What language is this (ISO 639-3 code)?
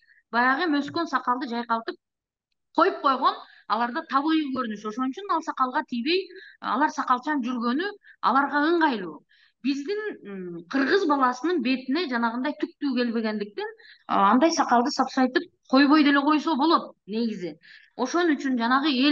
kir